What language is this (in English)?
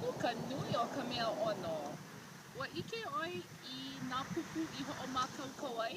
Hawaiian